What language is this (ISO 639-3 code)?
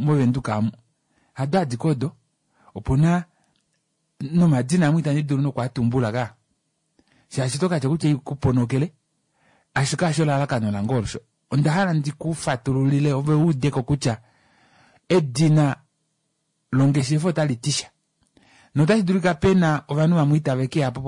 kua